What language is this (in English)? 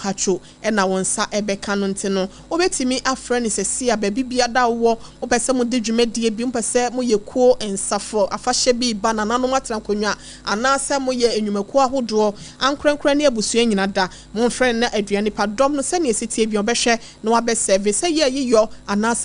Akan